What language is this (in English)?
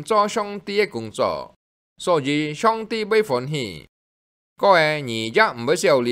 Hakka Chinese